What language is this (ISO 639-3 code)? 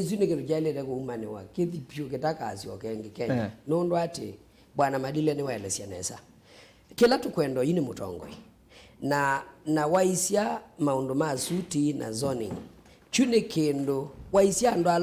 kam